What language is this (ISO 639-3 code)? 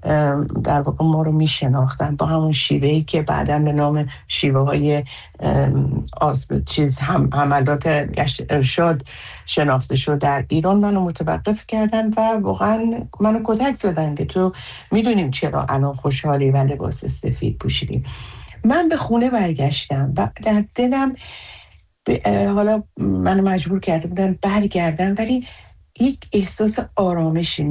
fas